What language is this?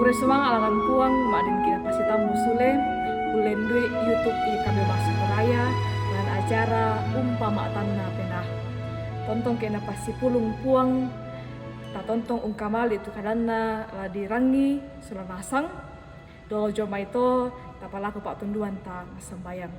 Toraja-Sa'dan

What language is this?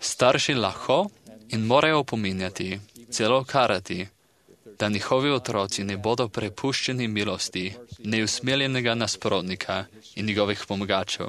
Slovenian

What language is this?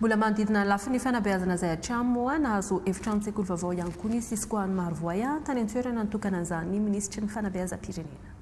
Malagasy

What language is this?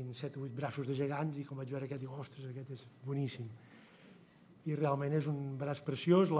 Catalan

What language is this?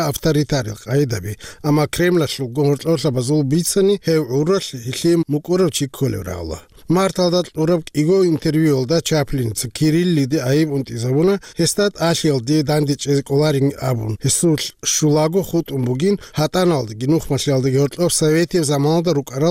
Avaric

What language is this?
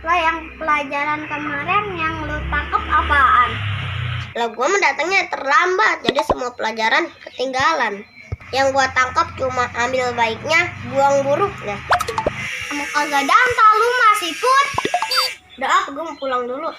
Betawi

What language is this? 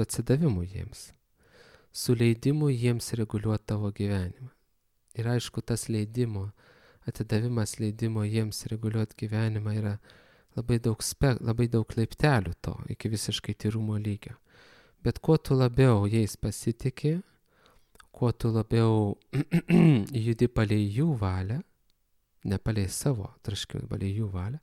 Lithuanian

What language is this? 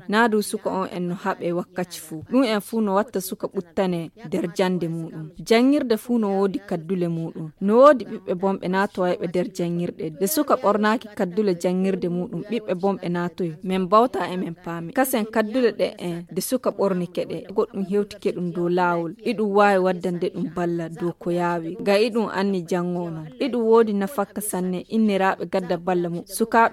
Fula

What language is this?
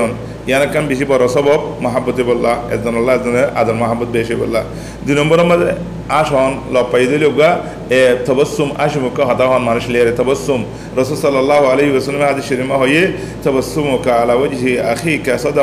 Rohingya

